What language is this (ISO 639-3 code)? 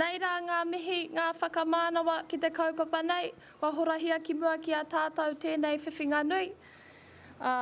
mri